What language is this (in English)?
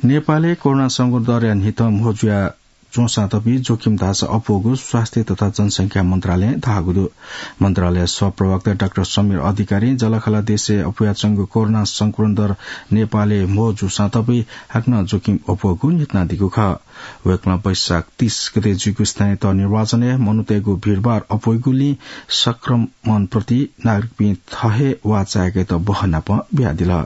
Newari